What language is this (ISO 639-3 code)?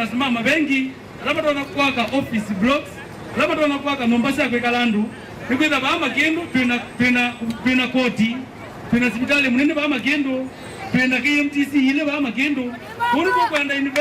kam